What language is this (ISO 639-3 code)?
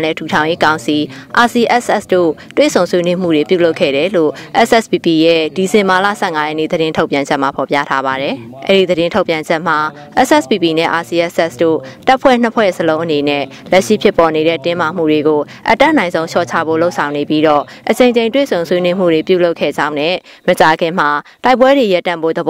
mya